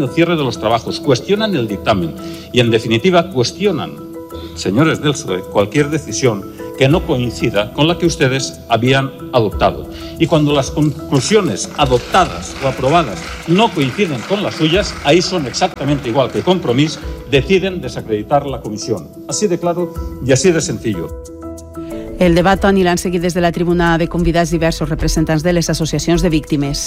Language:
Catalan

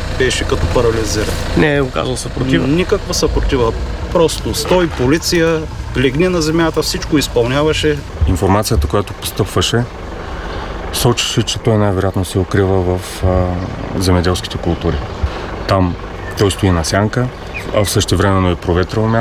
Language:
Bulgarian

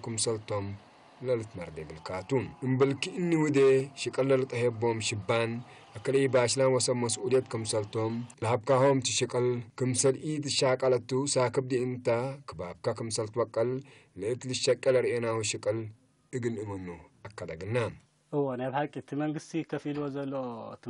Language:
Tigre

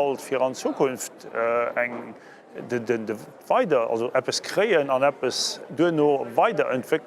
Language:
Luxembourgish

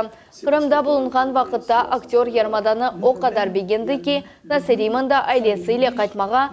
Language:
Crimean Tatar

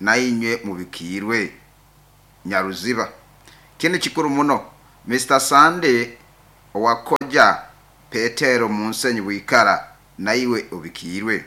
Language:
Nyoro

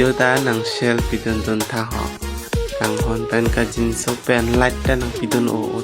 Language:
Karbi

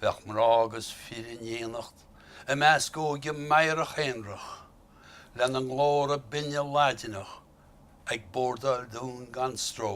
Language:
Irish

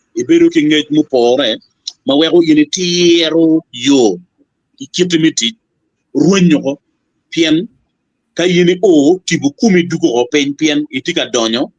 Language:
Acoli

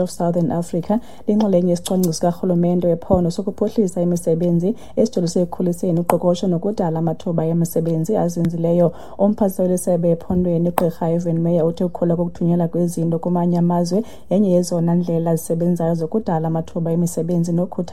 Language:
Xhosa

